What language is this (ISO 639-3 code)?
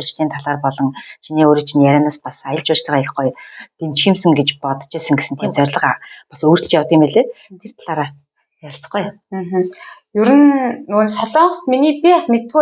mon